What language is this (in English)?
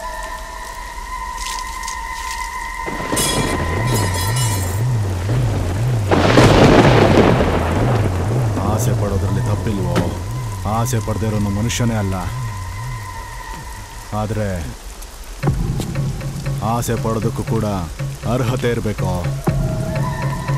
Kannada